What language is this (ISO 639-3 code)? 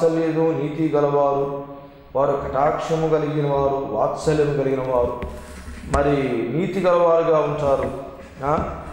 tel